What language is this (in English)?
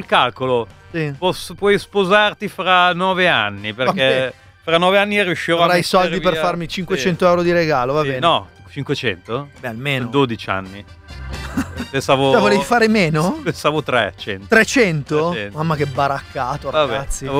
Italian